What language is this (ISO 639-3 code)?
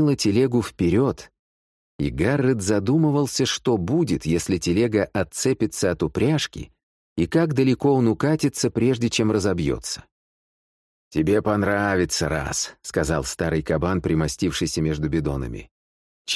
rus